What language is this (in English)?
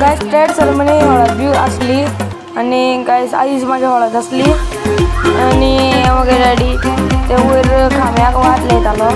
Konkani